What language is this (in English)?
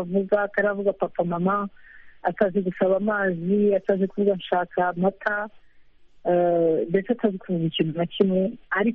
Kinyarwanda